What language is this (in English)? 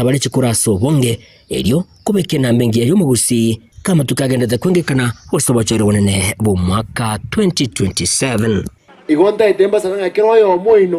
Gusii